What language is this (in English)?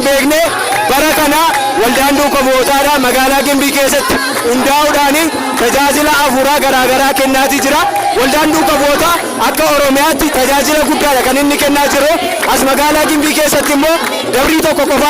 Oromo